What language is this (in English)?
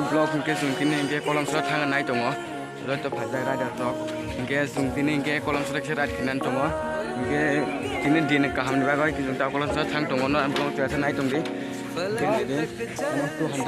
Kok Borok